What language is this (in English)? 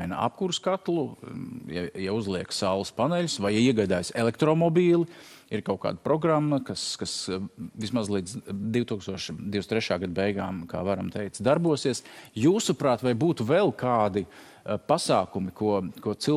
Latvian